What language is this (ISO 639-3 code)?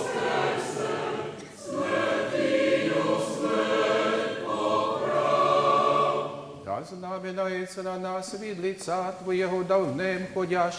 rue